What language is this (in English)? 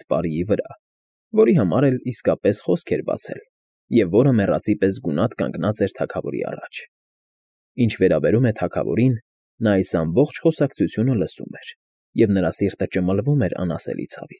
Armenian